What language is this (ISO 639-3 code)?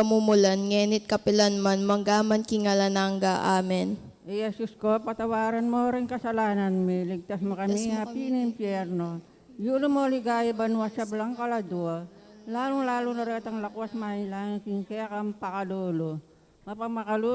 pam